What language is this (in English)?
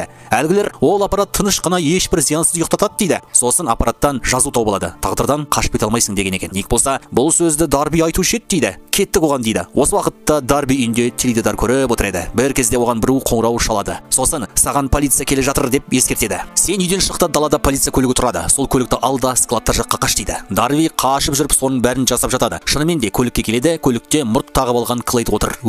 Kazakh